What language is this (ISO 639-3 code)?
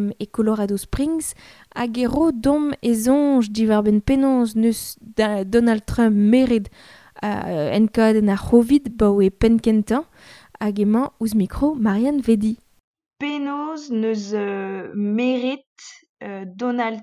bre